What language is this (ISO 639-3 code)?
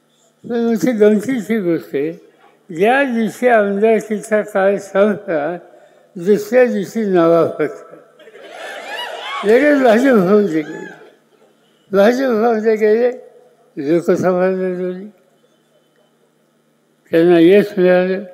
mar